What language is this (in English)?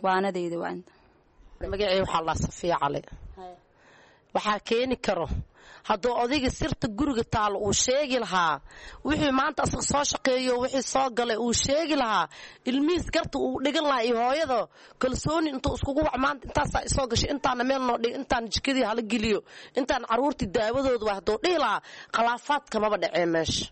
Somali